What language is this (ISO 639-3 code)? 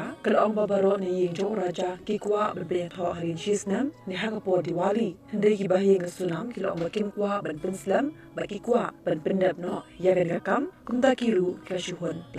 kha